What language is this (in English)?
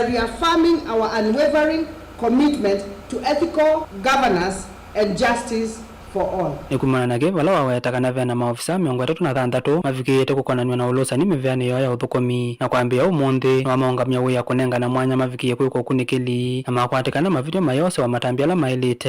Kamba